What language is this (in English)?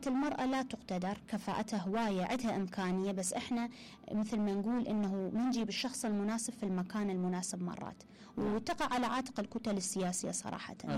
Mesopotamian Arabic